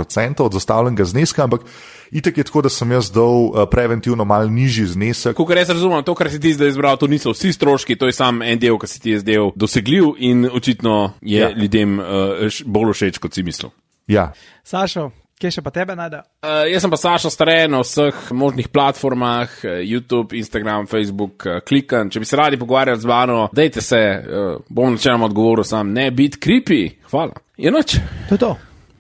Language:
Slovenian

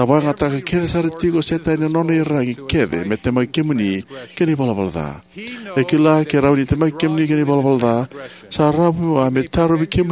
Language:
Fijian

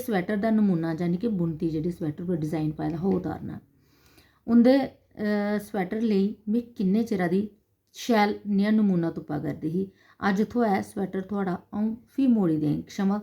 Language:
Dogri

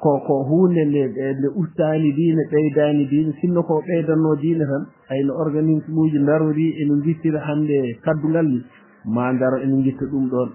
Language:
Fula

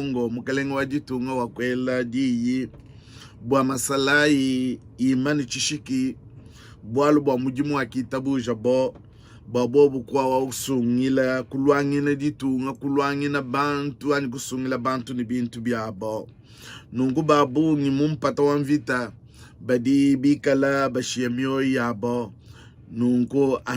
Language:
Luba-Lulua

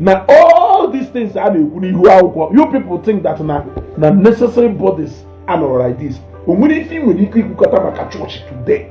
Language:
Igbo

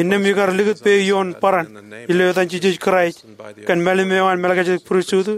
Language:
Marshallese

